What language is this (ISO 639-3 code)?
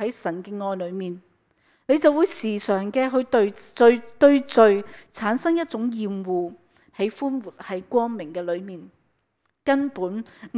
yue